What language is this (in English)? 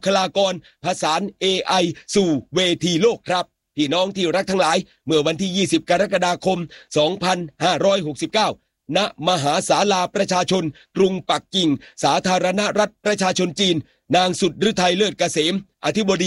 Thai